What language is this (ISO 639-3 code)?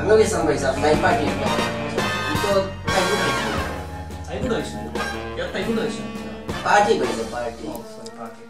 syl